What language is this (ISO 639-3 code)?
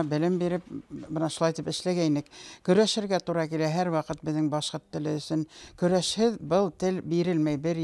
bak